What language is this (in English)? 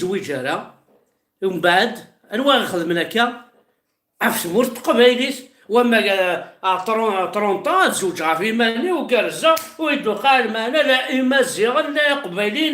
Kabyle